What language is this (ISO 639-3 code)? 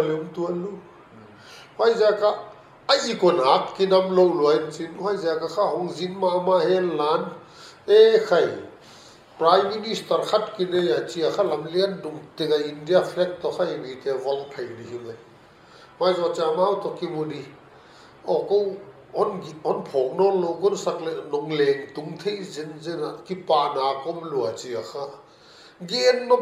pck